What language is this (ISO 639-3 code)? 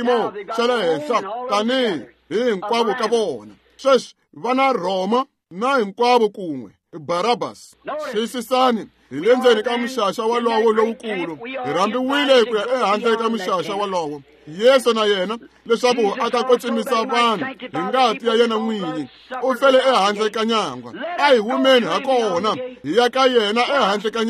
tso